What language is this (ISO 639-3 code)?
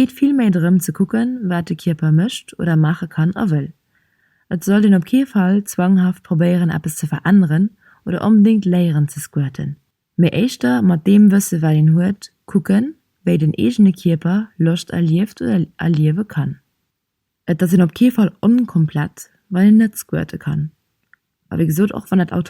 ltz